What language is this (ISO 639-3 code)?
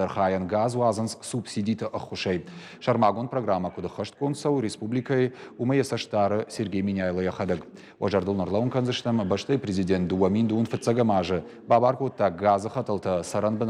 oss